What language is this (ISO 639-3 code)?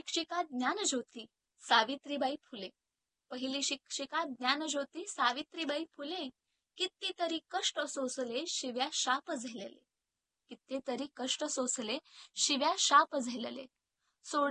mar